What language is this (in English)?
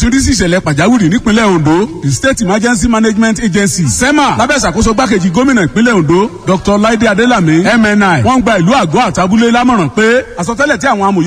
Yoruba